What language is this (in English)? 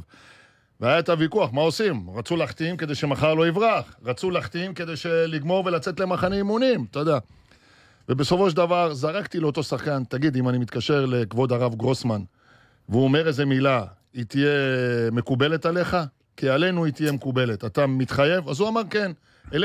Hebrew